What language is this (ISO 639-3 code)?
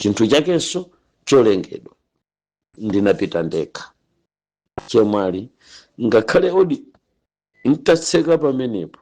nya